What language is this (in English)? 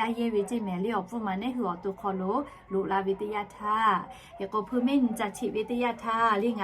Lahu